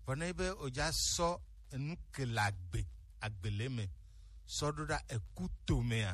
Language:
Gen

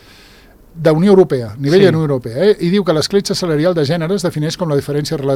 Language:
Catalan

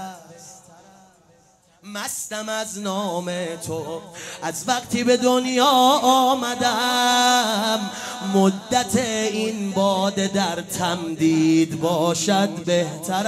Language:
Persian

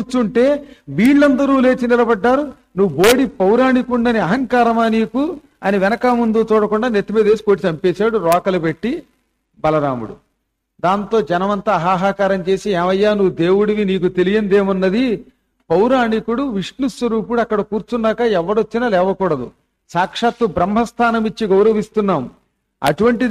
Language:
Telugu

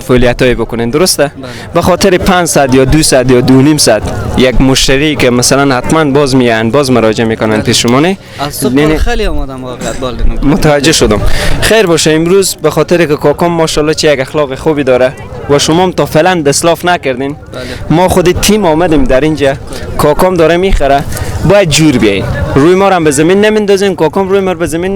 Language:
Persian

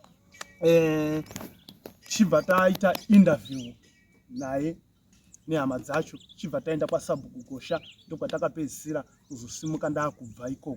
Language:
Shona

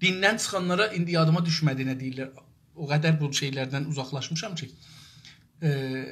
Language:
South Azerbaijani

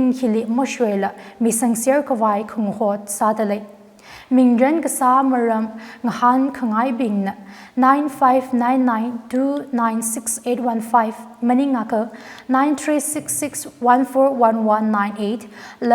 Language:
Tangkhul Naga (India)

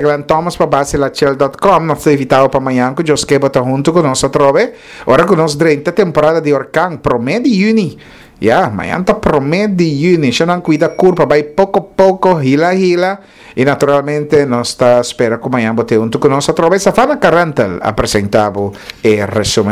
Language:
Papiamento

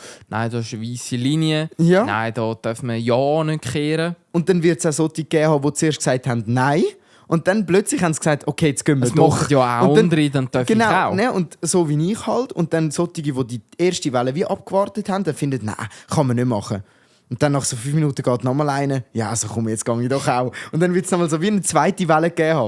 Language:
Swiss German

